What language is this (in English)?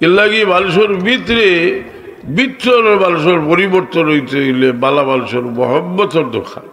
Sylheti